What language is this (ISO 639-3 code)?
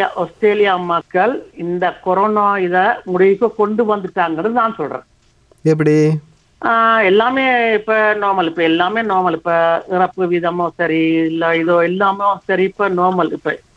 tam